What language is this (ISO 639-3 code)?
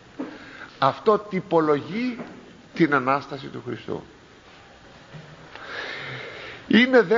ell